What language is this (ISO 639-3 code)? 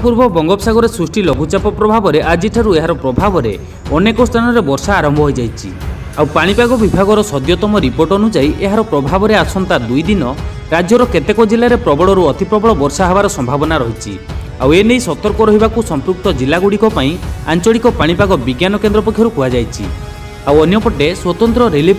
ori